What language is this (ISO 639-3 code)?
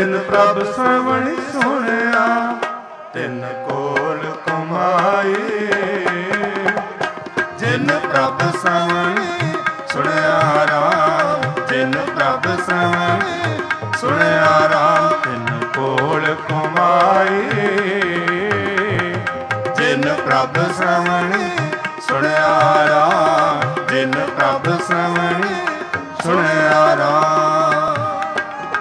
pan